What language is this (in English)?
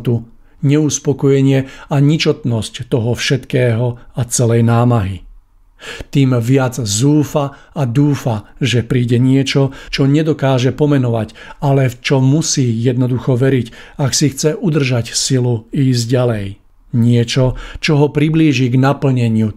Slovak